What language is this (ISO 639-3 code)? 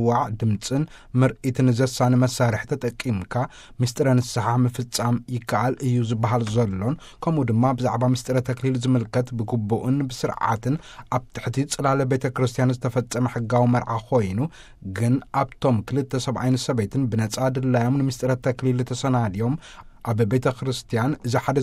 tir